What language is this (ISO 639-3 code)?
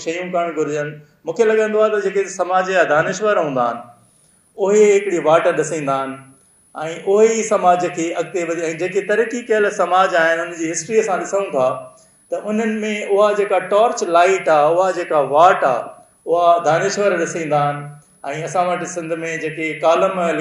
snd